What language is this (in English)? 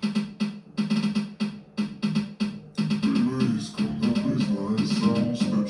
Bulgarian